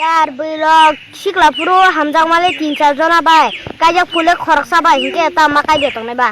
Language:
Kok Borok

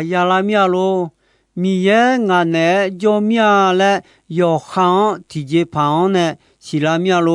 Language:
Akha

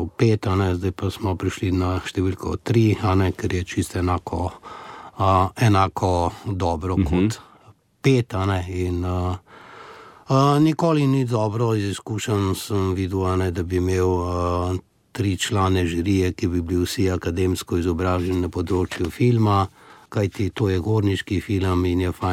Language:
Slovenian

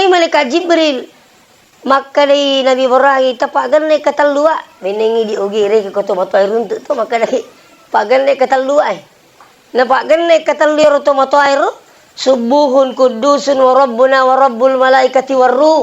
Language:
Buginese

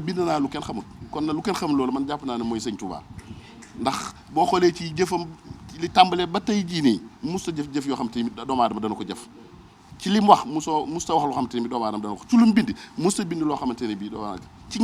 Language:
Wolof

